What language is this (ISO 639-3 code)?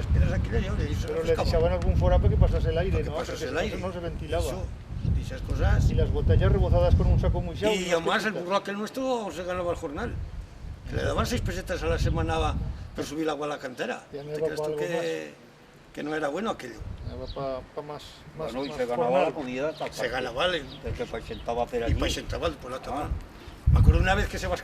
arg